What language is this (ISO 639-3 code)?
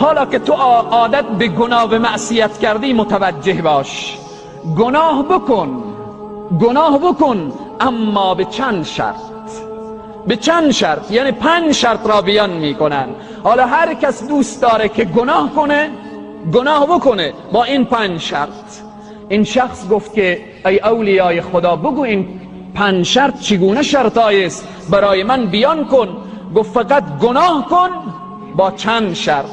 tgk